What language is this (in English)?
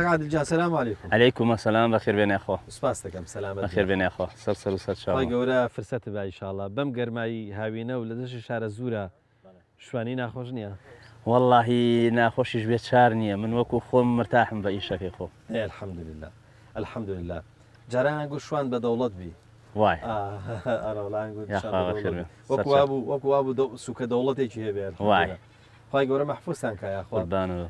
Central Kurdish